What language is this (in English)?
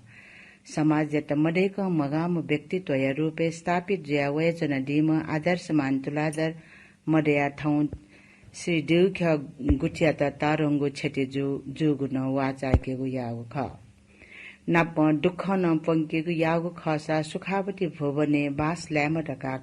Newari